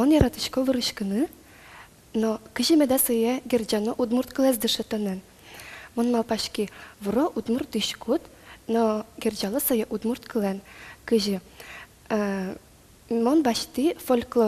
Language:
Udmurt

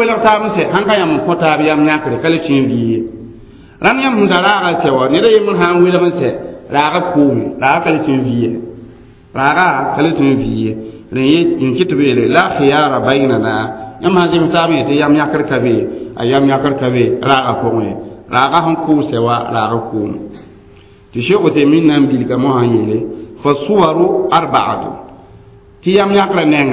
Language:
Mossi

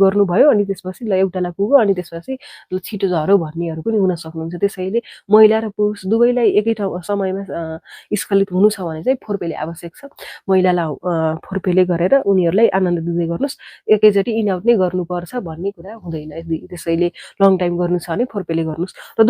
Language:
Nepali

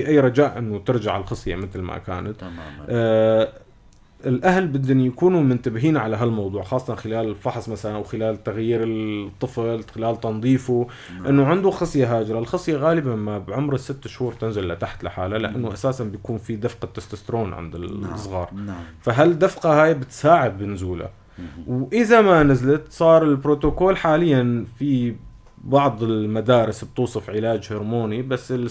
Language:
North Levantine Arabic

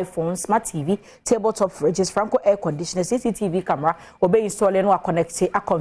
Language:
Akan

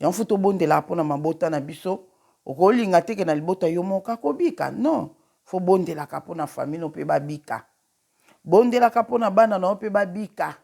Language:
Lingala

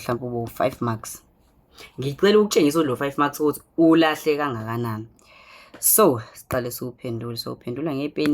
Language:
Zulu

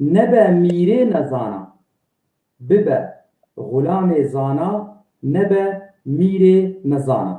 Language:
Kurdish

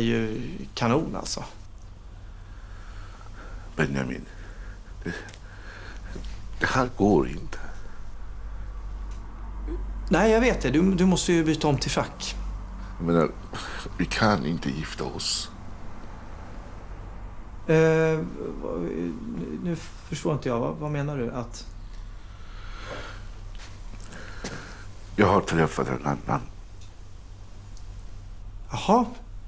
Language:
Swedish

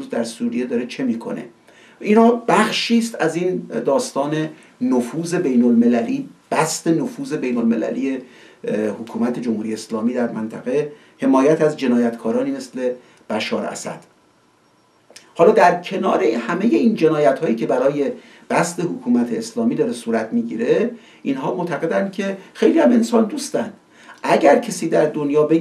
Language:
Persian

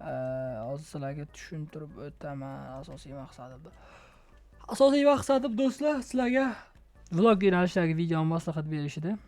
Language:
Uzbek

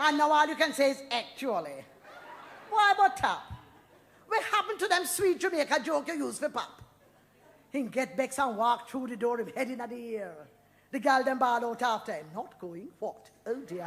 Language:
Jamaican Creole English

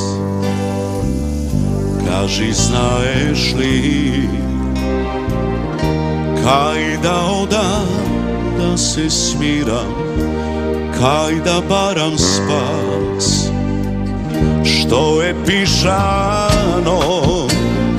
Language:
Macedonian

